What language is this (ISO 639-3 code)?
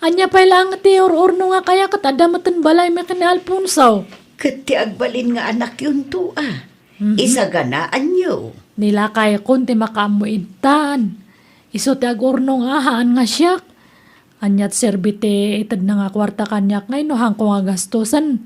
ilo